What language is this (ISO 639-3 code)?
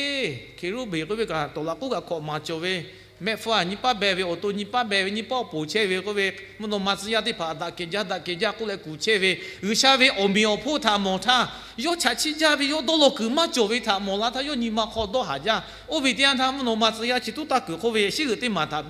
lhu